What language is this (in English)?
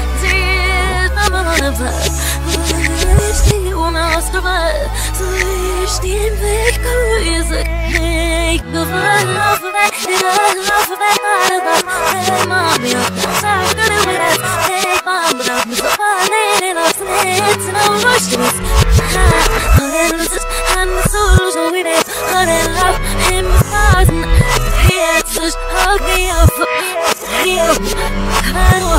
English